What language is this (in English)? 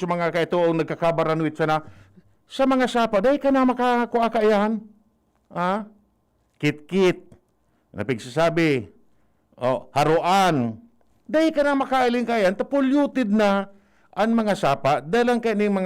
Bikol